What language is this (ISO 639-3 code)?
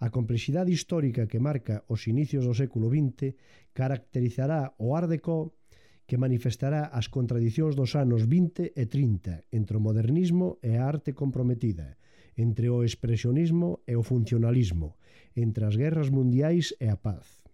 glg